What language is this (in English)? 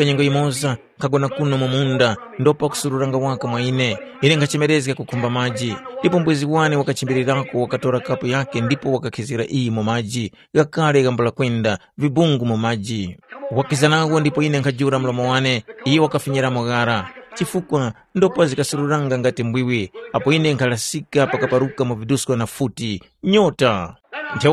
Tumbuka